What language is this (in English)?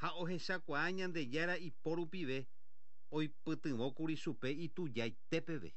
Guarani